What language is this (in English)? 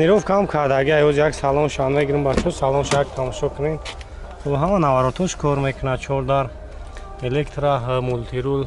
Tajik